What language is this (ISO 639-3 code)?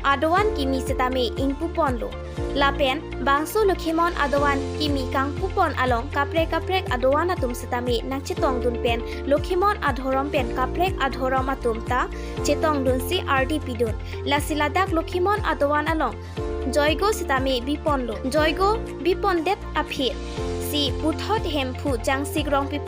mjw